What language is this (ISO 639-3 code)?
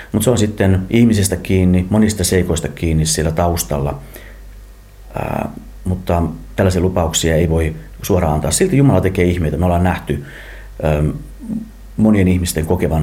fin